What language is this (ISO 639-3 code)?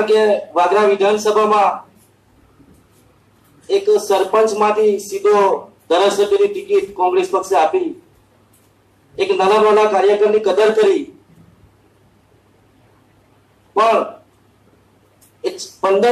guj